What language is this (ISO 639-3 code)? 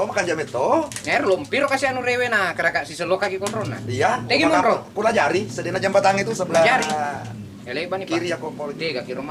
bug